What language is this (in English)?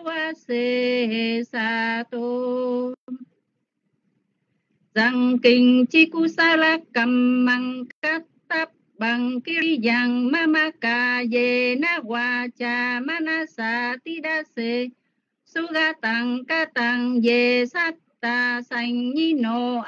Vietnamese